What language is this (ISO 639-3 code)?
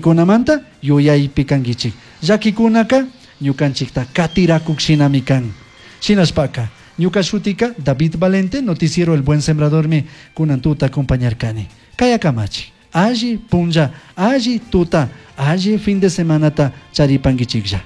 qug